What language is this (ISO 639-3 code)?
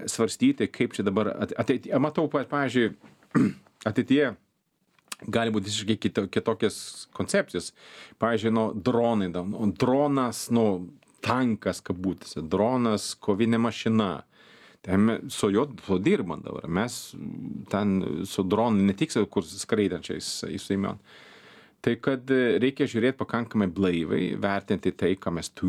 lit